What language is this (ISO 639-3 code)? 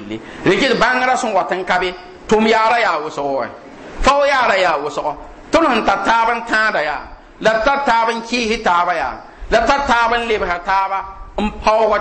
mos